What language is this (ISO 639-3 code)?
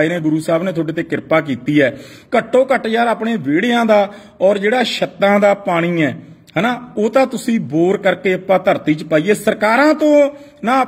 pan